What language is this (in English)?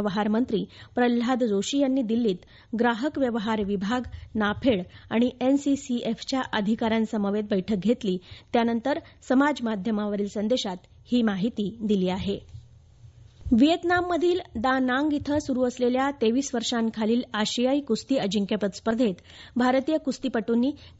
Marathi